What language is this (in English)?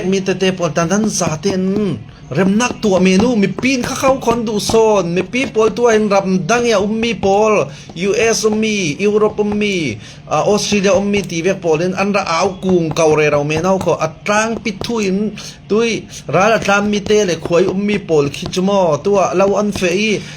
Falam Chin